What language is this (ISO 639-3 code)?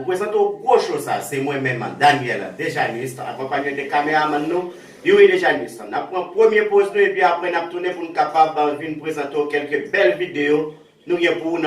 hat